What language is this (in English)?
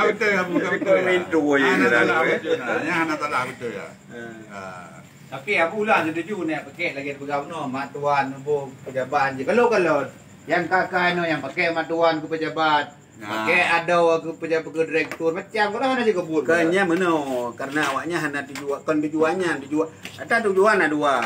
Achinese